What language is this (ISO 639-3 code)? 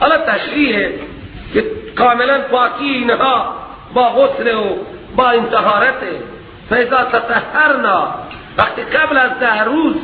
fas